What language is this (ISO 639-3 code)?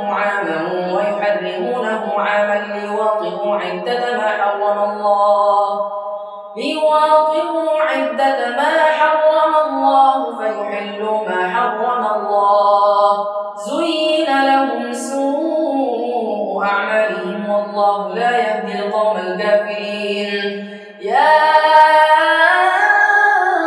ara